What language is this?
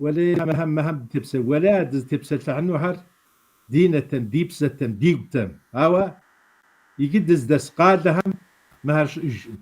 Kabardian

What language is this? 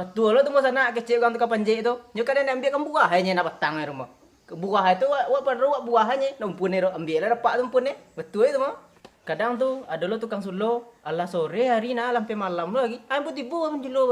Minangkabau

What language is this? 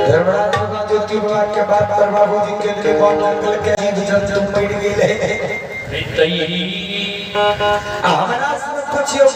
Maithili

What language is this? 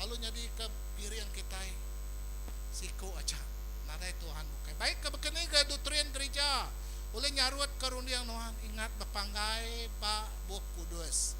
Iban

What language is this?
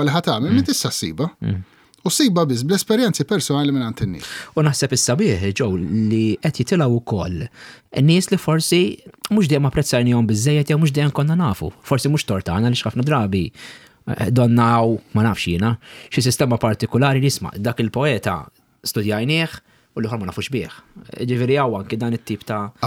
Maltese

